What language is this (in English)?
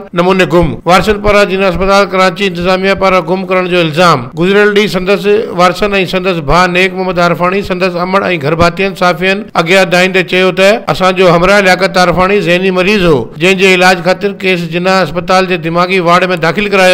Sindhi